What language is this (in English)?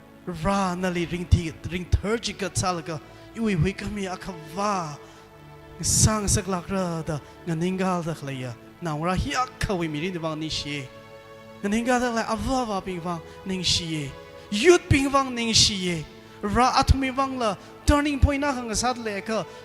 Tangkhul Naga (India)